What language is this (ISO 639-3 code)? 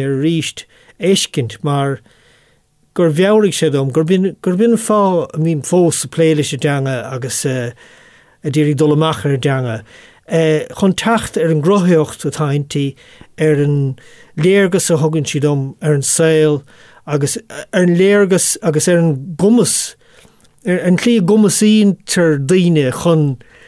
gle